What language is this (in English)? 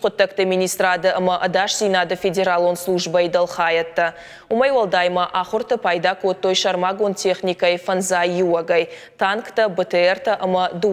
Ossetic